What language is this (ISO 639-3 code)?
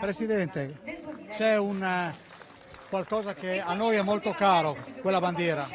fur